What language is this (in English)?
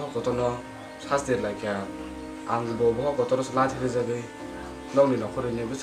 Kok Borok